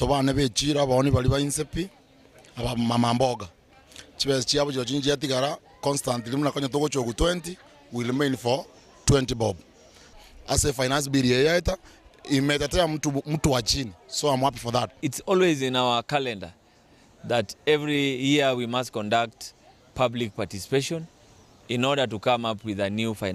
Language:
Gusii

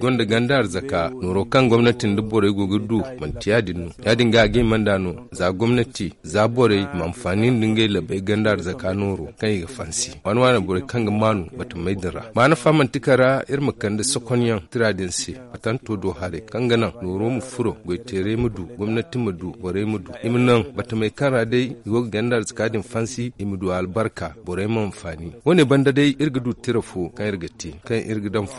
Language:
Zarma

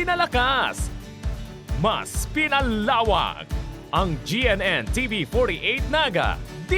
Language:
Bikol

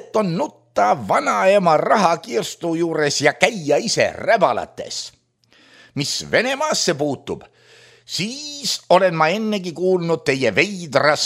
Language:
Estonian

